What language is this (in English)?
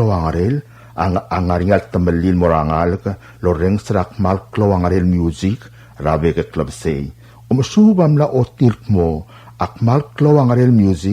Palauan